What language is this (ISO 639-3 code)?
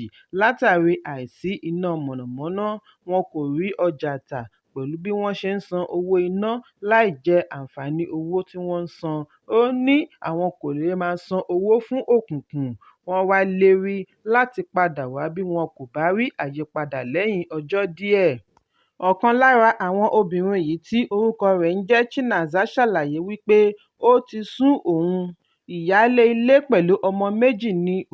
yor